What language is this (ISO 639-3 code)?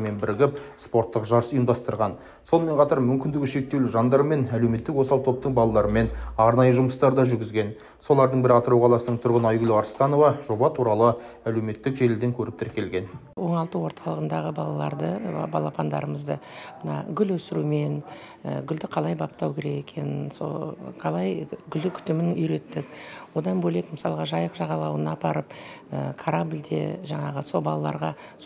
kaz